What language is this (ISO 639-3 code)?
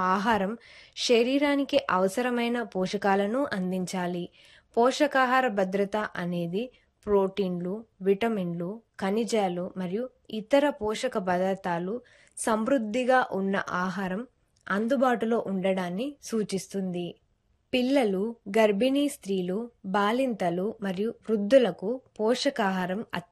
tel